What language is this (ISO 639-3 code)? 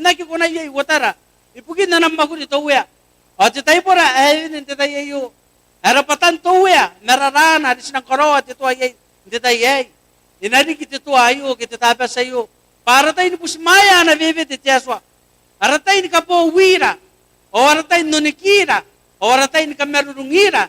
gil